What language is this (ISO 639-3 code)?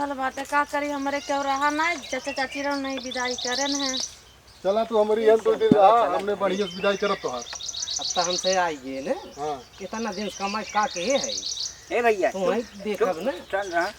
awa